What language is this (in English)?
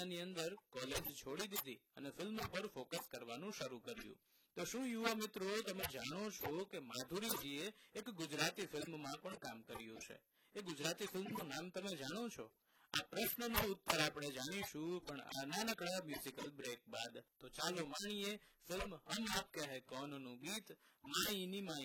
Gujarati